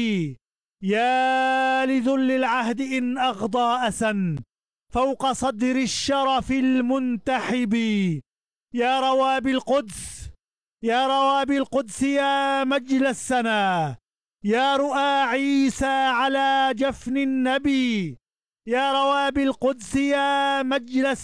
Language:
Arabic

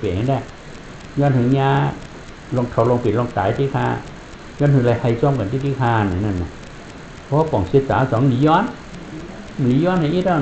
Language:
Shan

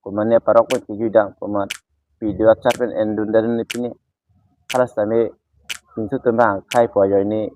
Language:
Karbi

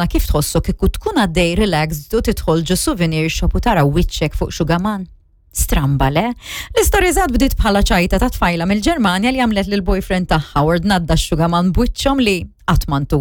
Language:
Maltese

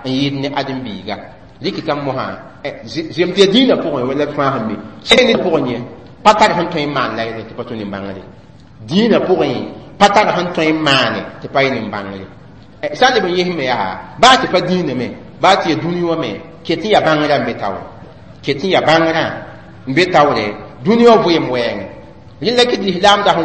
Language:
Mossi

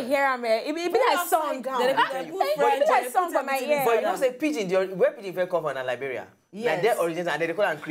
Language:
Nigerian Pidgin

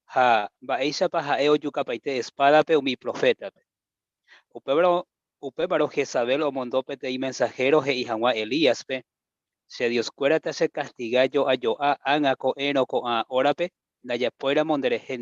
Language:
Guarani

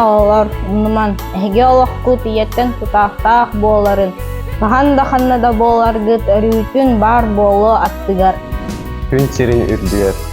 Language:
Yakut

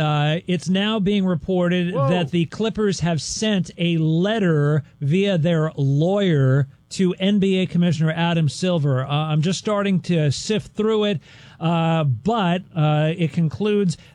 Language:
English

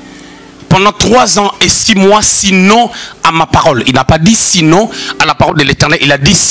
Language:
French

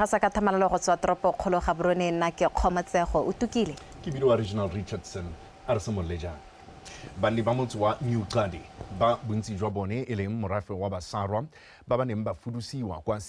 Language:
Tswana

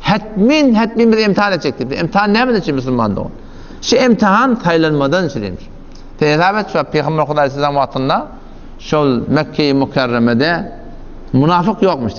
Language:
Turkmen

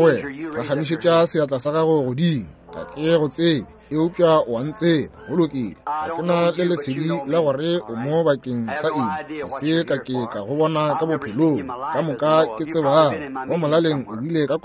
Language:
Northern Sotho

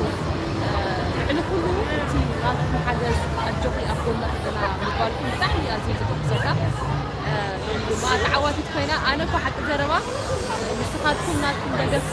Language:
Tigrinya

